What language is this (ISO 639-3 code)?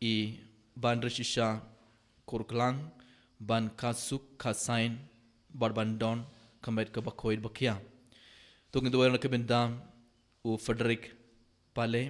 kha